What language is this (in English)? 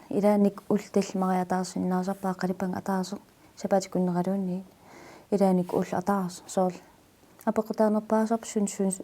Kalaallisut